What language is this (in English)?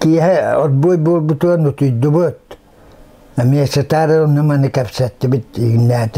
Yakut